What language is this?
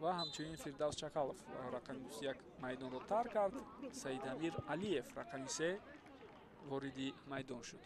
Tajik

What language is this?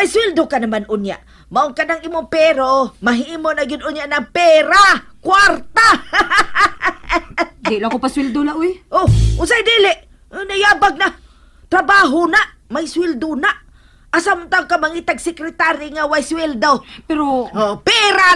Cebuano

